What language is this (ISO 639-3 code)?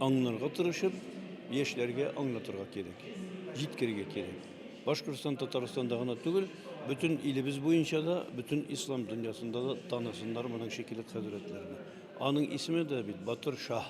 bak